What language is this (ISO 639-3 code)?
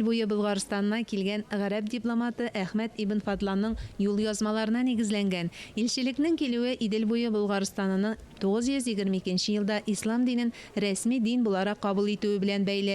tat